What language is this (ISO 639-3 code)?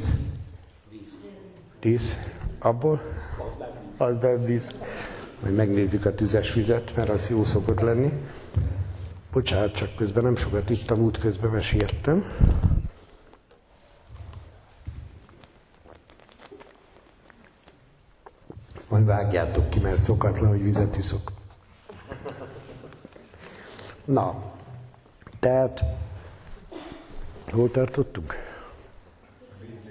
hun